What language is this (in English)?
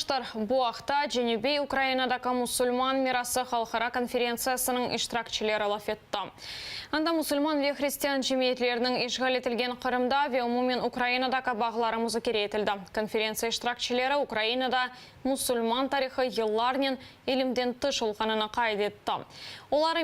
Crimean Tatar